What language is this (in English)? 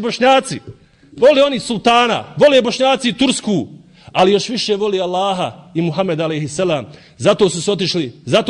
Bosnian